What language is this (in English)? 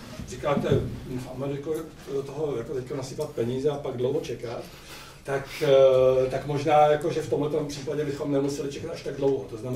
Czech